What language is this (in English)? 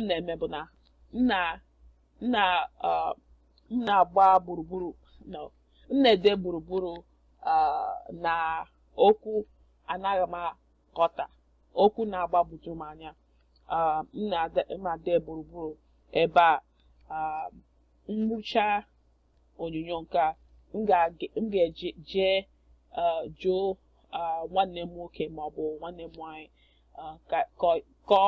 Igbo